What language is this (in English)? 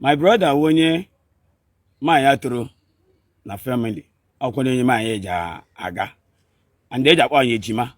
Igbo